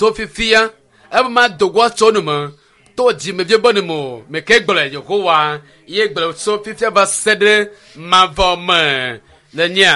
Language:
Ewe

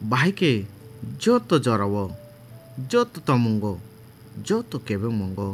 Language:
Kok Borok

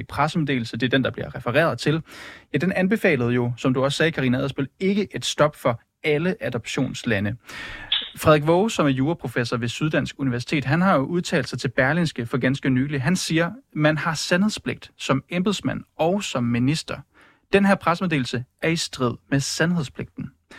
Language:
Danish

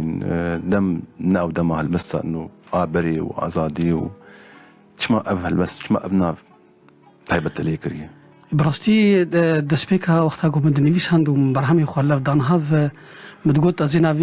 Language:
Kurdish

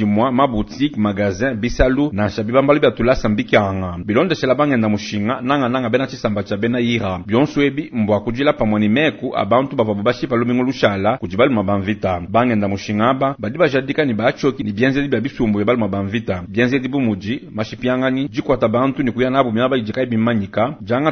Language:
Luba-Lulua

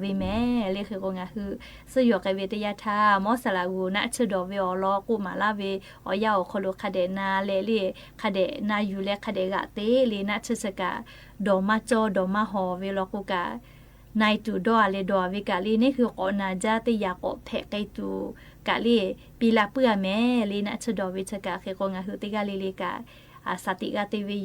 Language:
Lahu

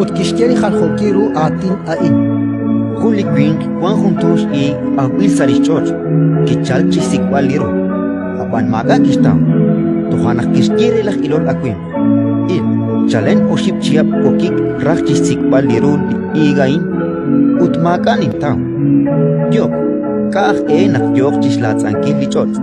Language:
Kekchí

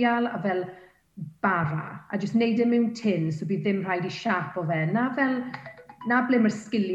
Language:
Welsh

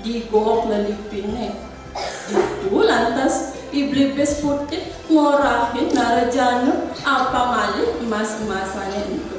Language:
Balinese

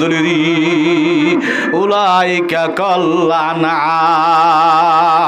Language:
Rohingya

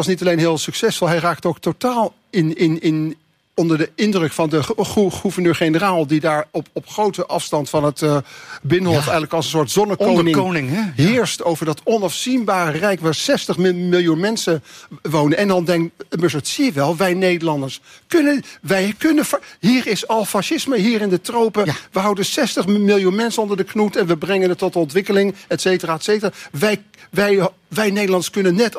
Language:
Dutch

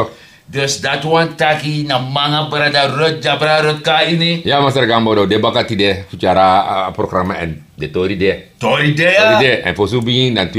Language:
Sranan Tongo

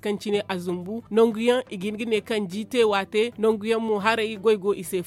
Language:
Zarma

